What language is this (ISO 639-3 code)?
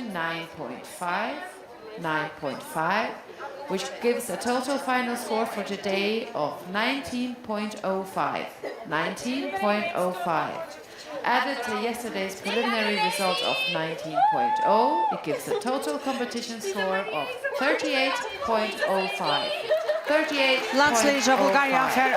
fao